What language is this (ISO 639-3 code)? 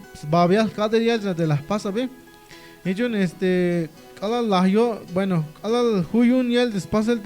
tzh